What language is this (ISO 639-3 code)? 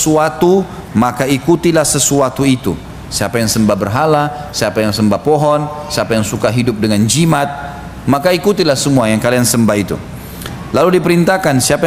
ind